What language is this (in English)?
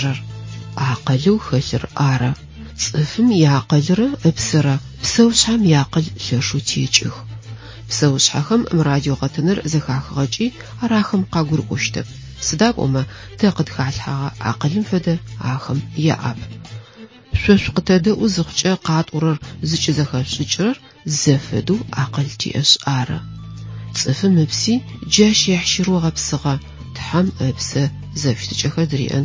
Adyghe